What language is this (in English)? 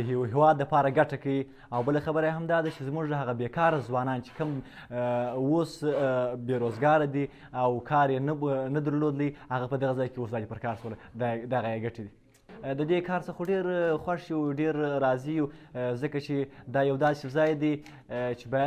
Pashto